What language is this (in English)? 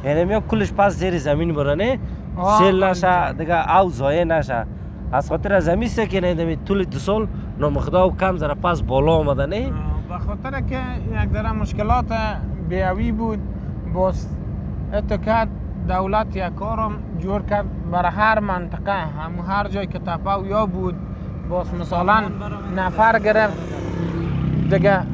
Persian